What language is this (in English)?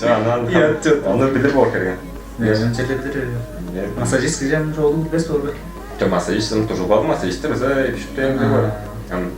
Tuvinian